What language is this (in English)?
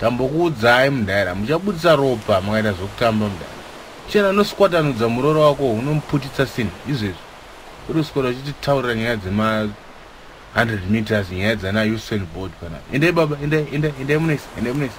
Shona